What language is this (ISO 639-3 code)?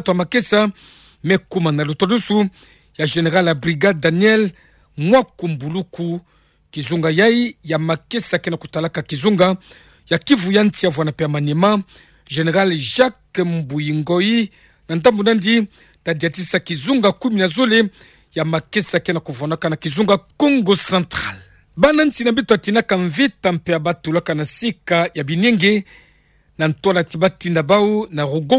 ktu